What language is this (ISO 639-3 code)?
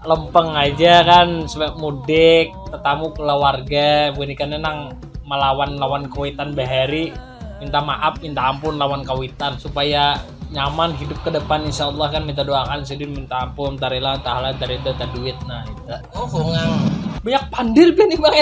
bjn